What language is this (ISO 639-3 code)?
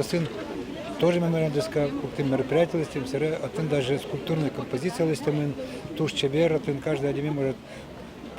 udm